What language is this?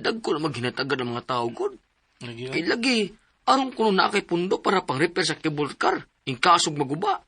Cebuano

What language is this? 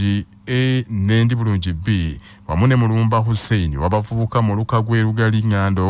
Ganda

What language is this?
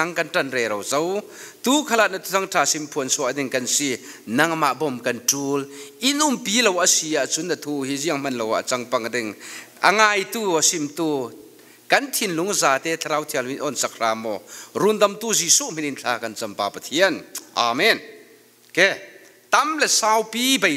Falam Chin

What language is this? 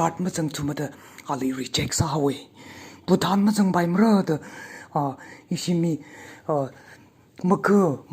Tangkhul Naga (India)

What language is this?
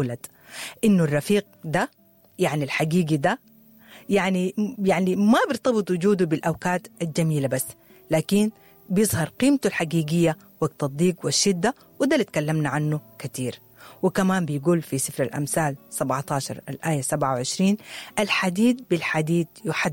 Sudanese Arabic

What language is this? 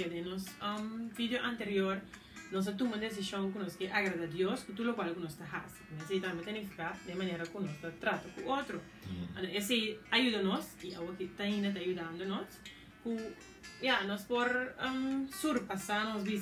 Papiamento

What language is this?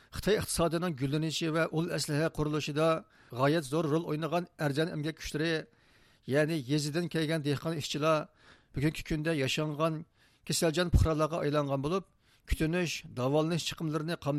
Uyghur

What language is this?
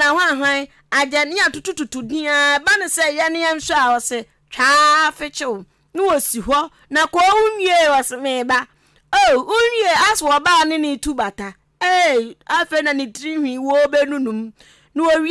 Akan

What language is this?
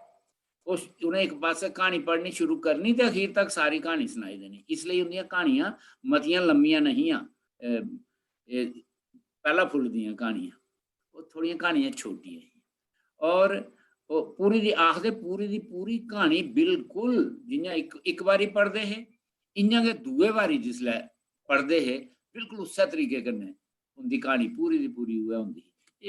Dogri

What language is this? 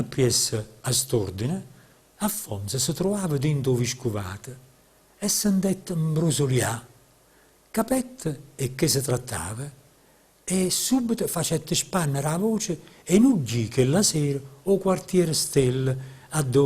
Neapolitan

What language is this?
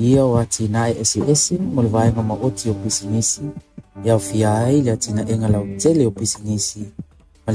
Samoan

